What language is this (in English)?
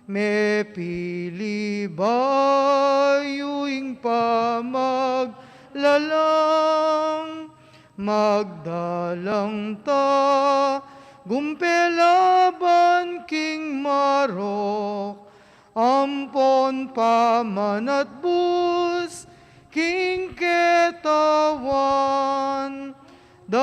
Pampanga